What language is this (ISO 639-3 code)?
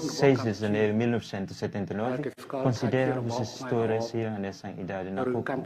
tet